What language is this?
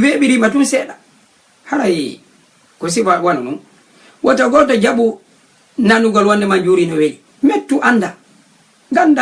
Fula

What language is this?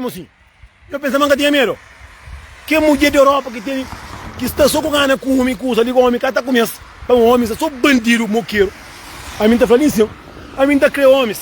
Kabuverdianu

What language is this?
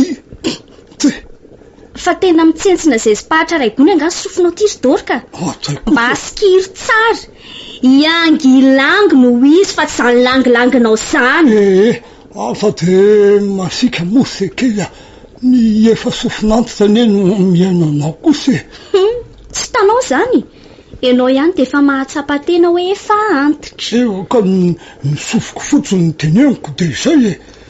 Malagasy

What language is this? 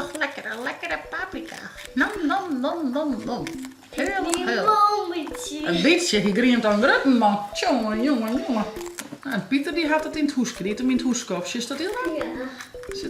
Western Frisian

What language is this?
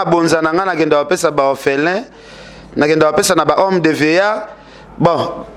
Lingala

